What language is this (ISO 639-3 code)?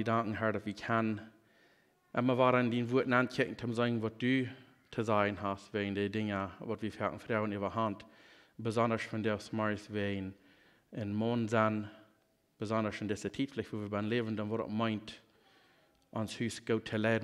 pdt